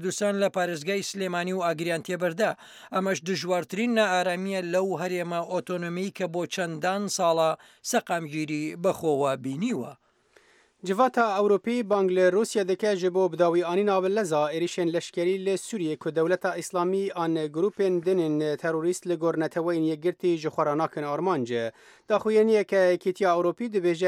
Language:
Central Kurdish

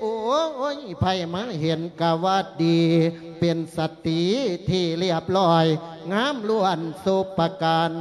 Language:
Lao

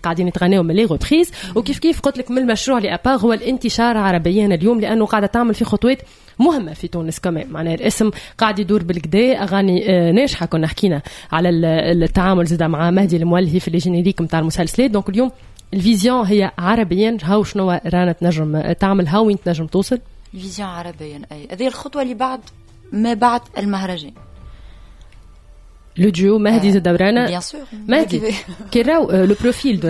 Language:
Tunisian Arabic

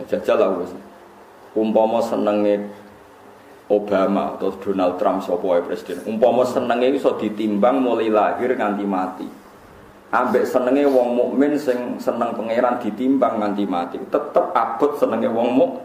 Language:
Javanese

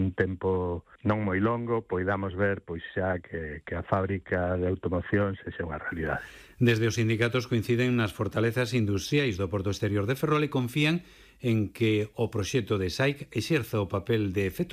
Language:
Galician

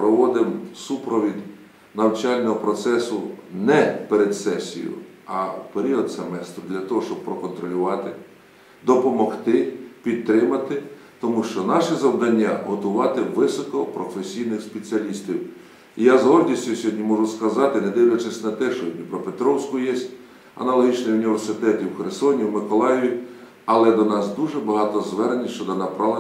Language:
Ukrainian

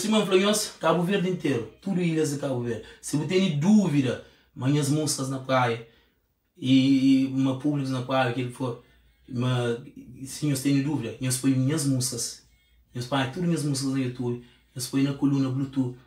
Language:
Kabuverdianu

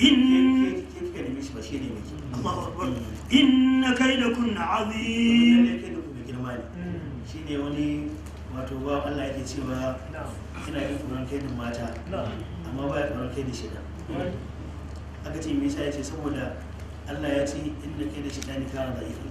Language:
Hausa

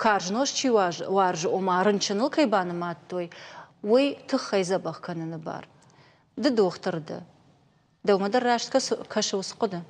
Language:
Ossetic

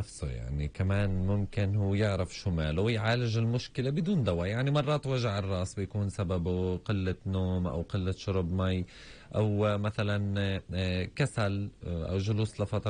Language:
North Levantine Arabic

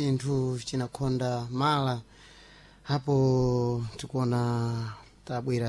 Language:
Sena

